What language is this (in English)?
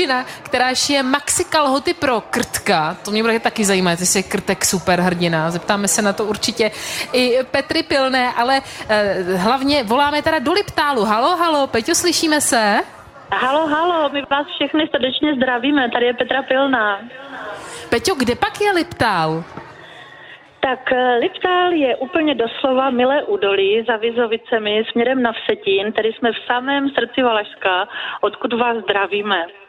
Czech